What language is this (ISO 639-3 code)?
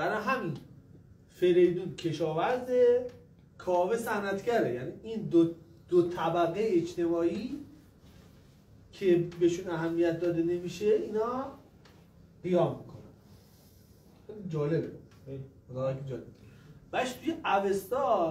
fas